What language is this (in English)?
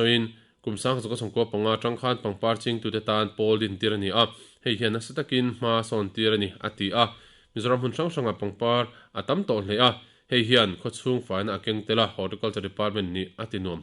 Mizo